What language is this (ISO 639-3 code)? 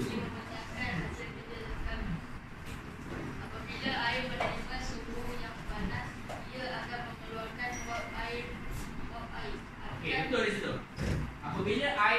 msa